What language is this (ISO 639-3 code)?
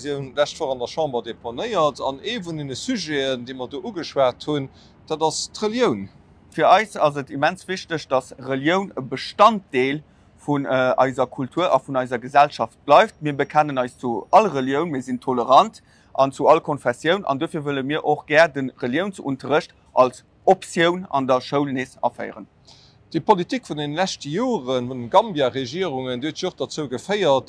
ltz